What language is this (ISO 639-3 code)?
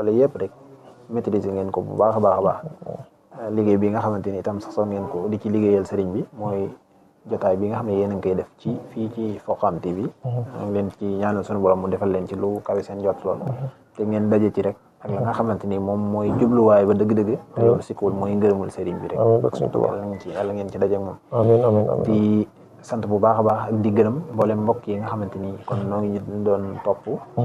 wol